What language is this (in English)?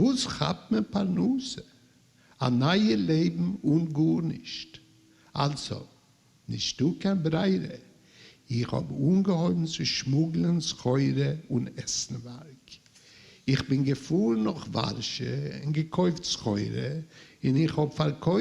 Yiddish